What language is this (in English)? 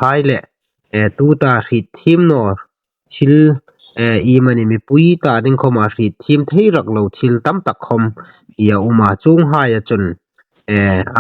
Hmar